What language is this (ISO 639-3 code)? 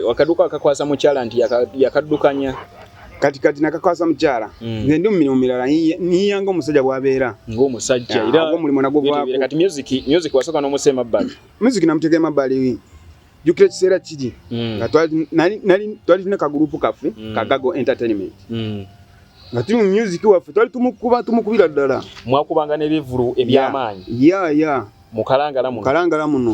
lug